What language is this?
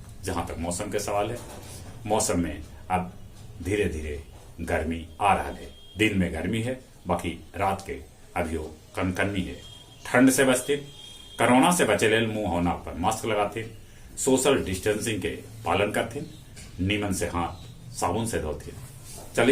Magahi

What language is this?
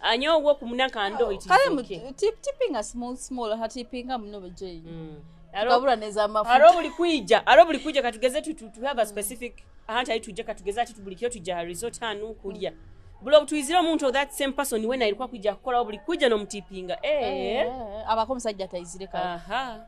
Nyoro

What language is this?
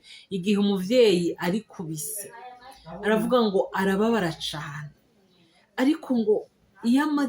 Rundi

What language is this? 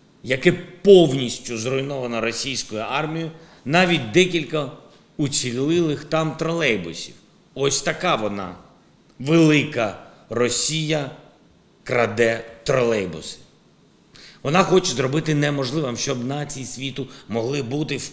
Ukrainian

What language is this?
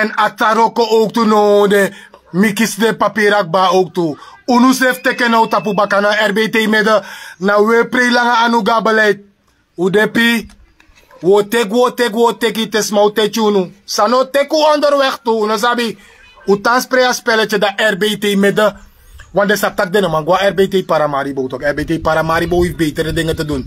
Sranan Tongo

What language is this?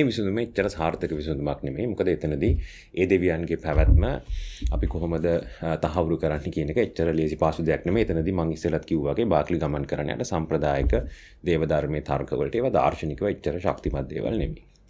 Sinhala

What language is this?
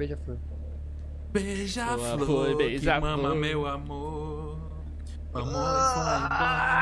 Portuguese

